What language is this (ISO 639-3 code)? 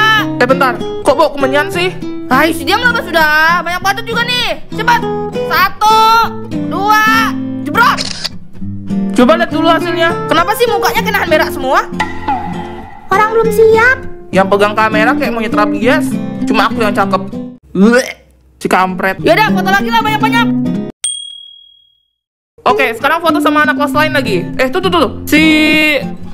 ind